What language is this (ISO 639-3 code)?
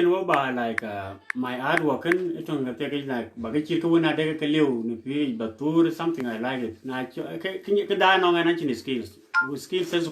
din